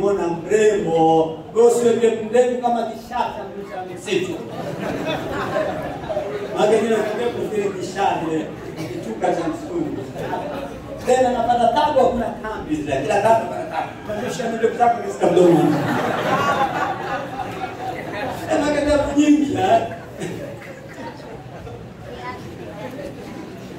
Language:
Swahili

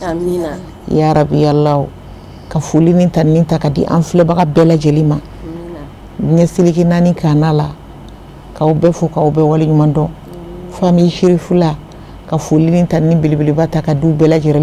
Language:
Bambara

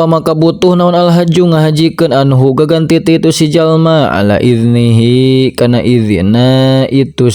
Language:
Sundanese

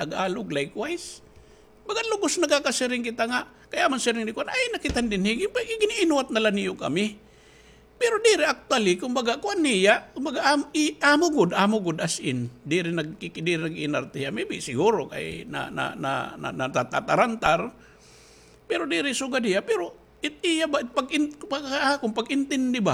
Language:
Waray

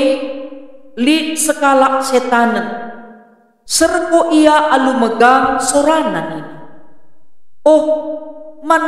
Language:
Batak Karo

